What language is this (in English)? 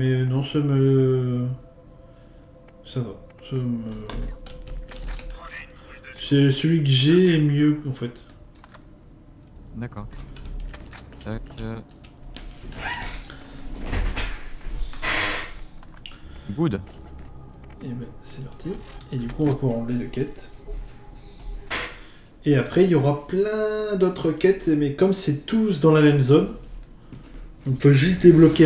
French